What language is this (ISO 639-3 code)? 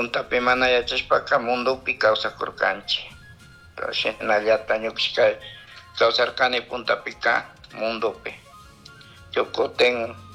qug